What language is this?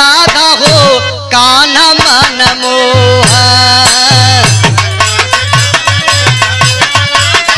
Bhojpuri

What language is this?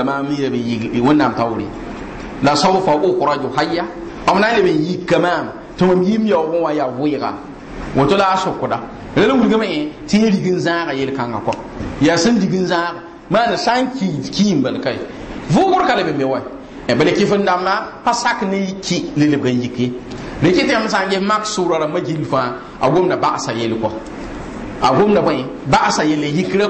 Mossi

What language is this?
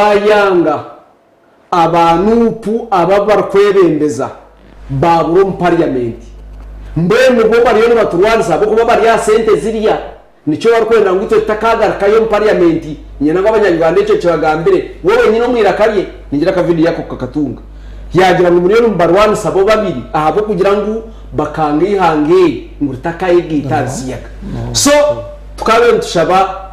Nyankole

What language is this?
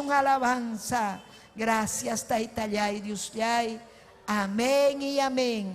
Ayacucho Quechua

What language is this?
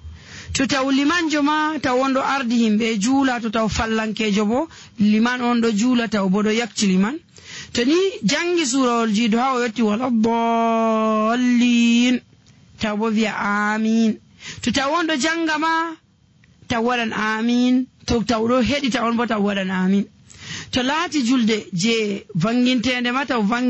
Nigerian Fulfulde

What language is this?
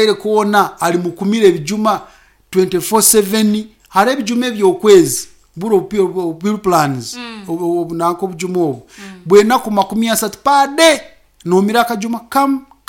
Nyankole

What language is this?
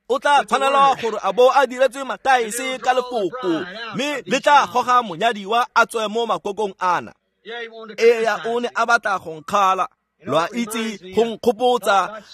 Tswana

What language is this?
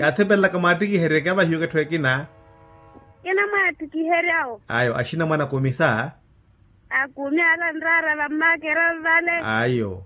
Makhuwa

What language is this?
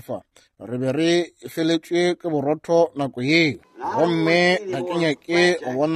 Northern Sotho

